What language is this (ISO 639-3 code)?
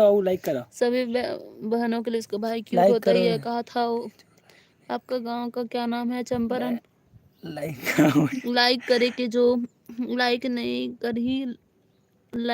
hne